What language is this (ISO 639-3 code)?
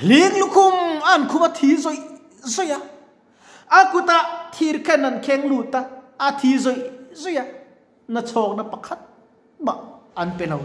lus